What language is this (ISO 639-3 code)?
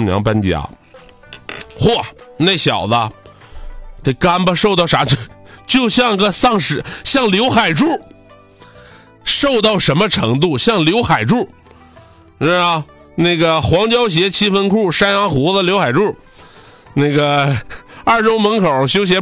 zho